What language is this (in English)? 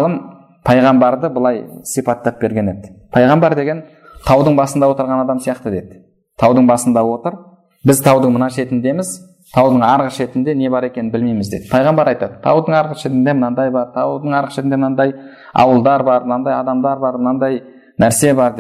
Kazakh